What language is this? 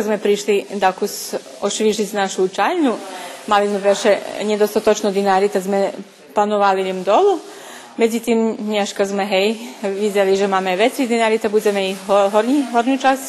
Rusyn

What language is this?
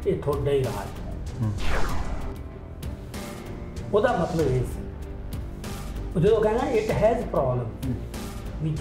Punjabi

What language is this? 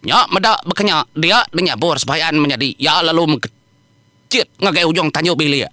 Iban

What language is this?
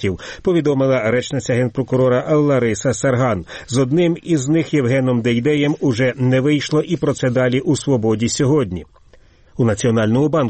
Ukrainian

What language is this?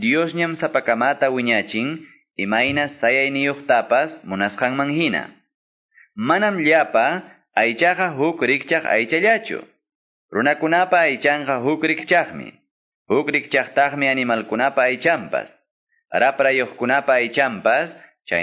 Quechua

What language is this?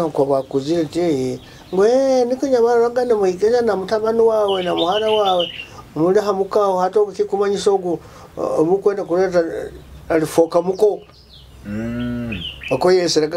Nyoro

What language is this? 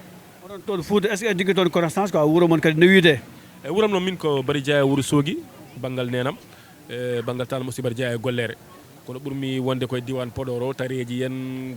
Fula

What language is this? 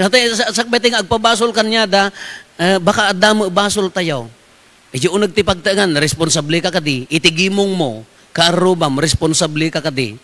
Iloko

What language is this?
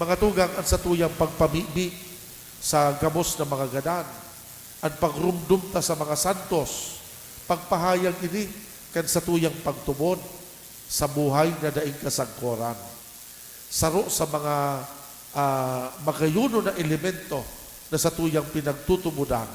Bikol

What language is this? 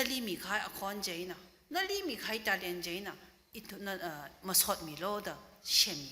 Tangkhul Naga (India)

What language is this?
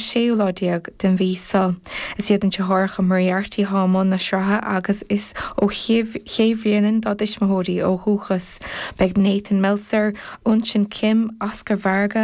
Irish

